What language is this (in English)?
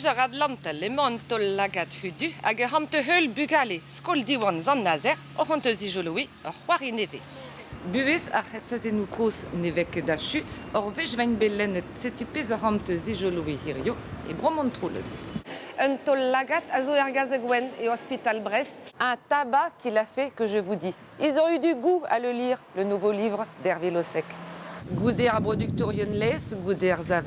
Breton